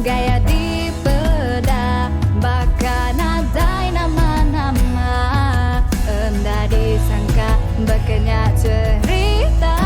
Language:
Iban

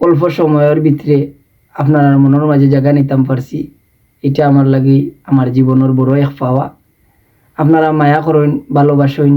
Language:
Sylheti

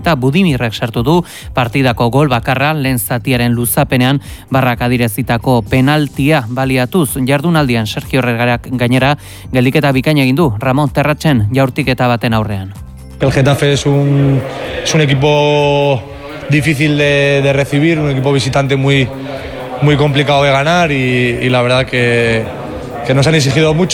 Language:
Basque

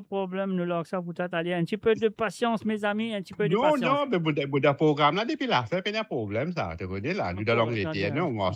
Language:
Morisyen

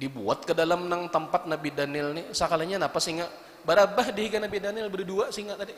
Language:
Banjar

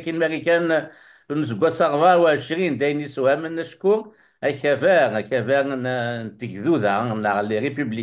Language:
Kabyle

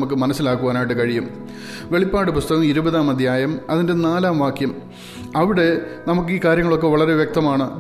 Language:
Malayalam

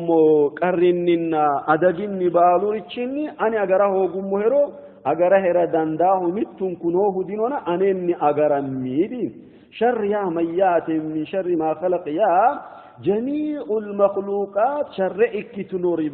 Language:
Sidamo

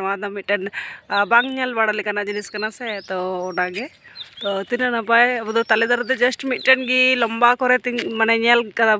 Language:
Santali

